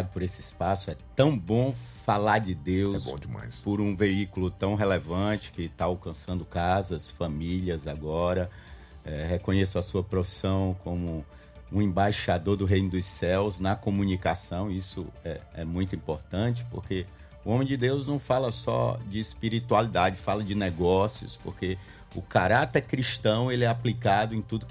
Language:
Portuguese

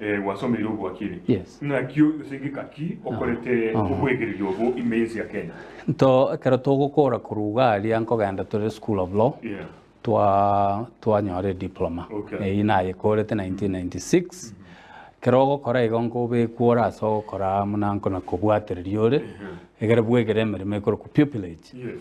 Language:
Gusii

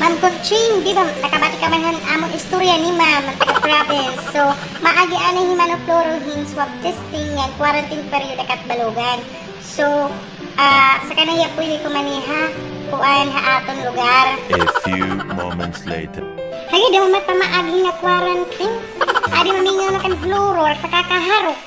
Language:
Waray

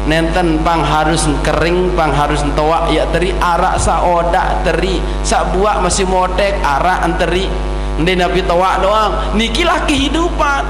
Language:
Sasak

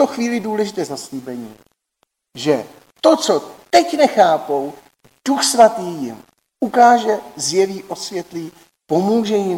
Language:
Czech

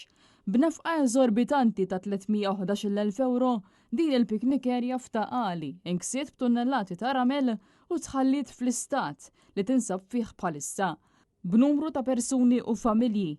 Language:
Maltese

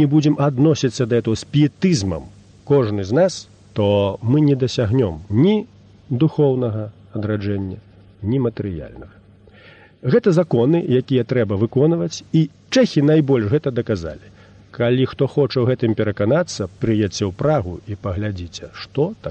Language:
Belarusian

